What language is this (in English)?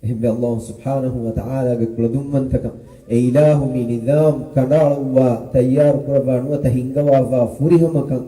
Divehi